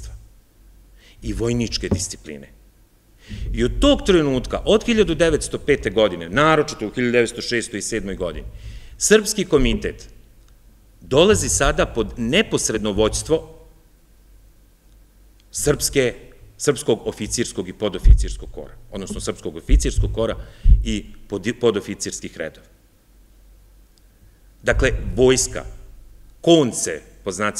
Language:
Serbian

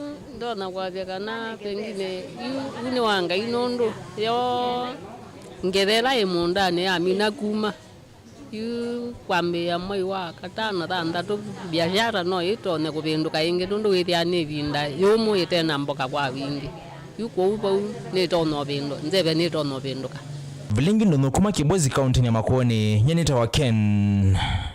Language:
Kamba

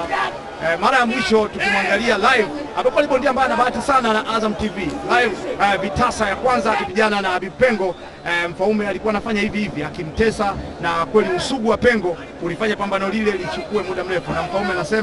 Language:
Swahili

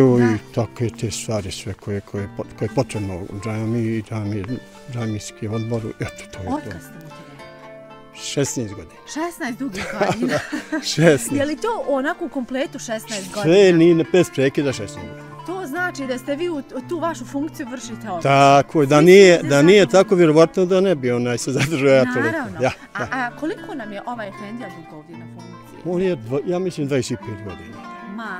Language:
Bosnian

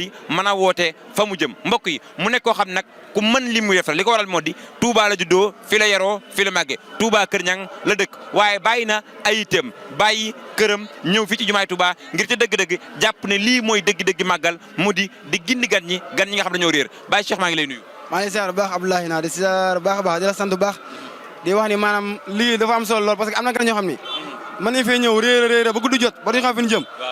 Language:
Wolof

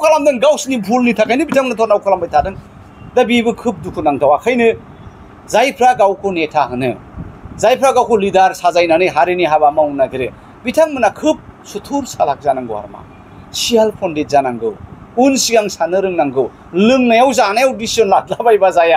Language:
Bodo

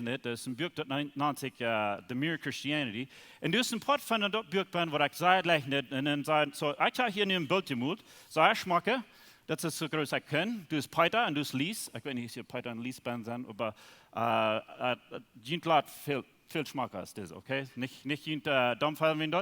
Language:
Plautdietsch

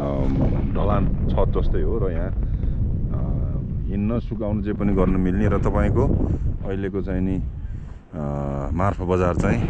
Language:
Nepali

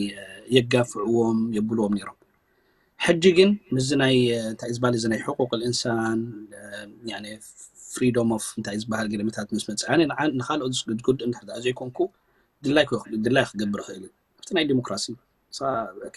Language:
Tigrinya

